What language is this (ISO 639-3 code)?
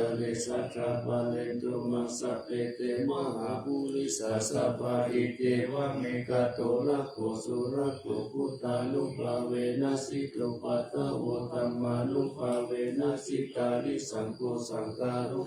pli